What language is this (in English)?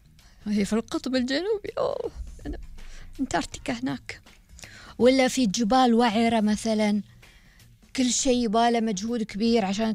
Gulf Arabic